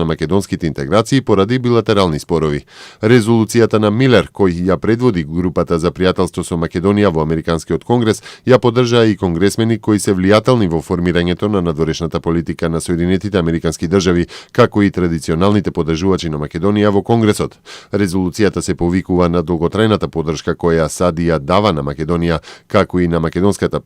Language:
Macedonian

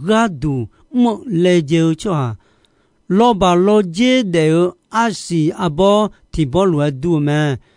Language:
Akha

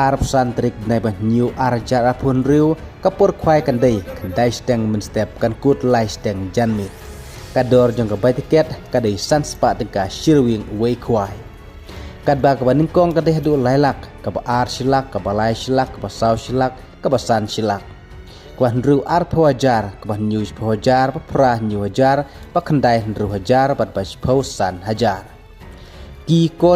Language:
Khasi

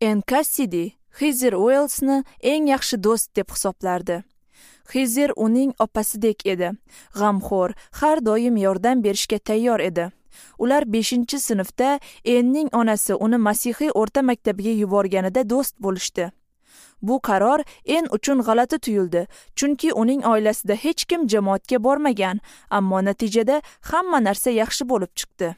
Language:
Uzbek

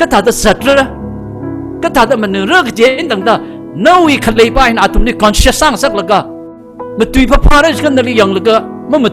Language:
Tangkhul Naga (India)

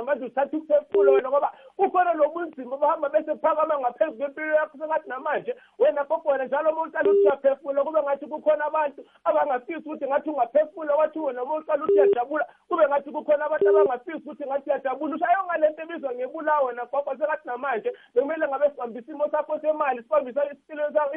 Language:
South Ndebele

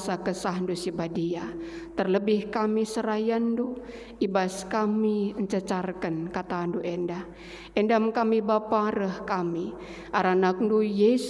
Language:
Batak Karo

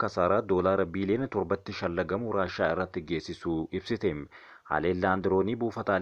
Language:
Oromo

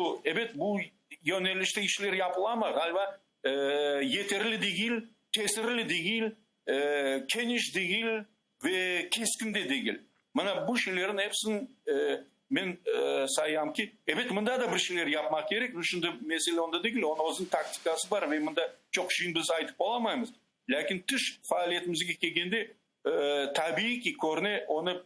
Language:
Crimean Tatar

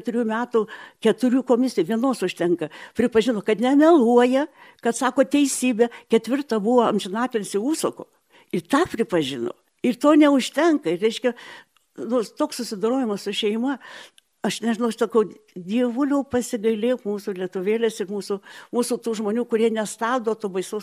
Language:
Lithuanian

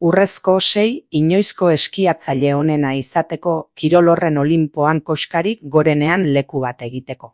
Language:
Basque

